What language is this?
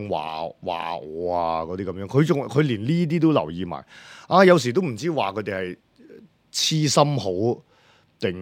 Cantonese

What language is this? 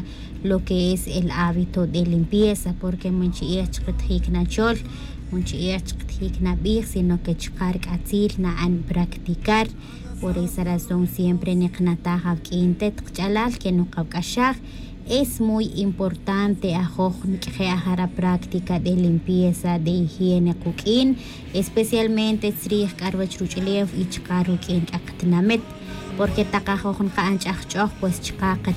Tz'utujil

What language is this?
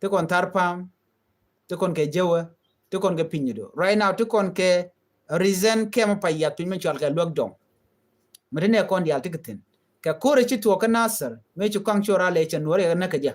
Nuer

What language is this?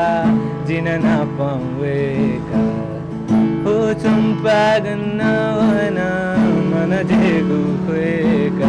Newari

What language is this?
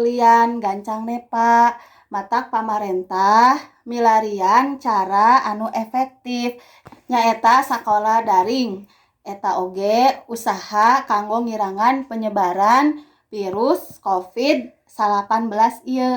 Sundanese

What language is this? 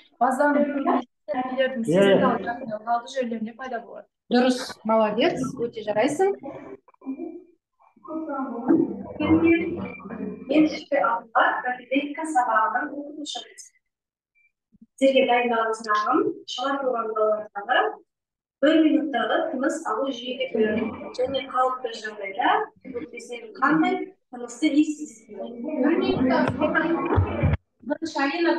Kazakh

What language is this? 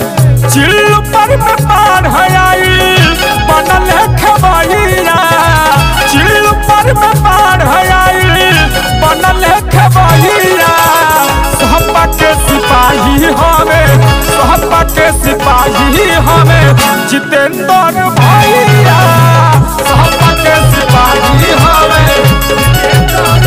Bhojpuri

